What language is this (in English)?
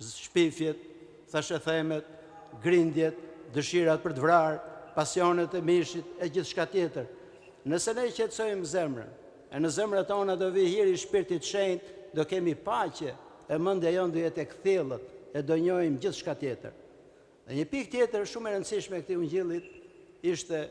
Albanian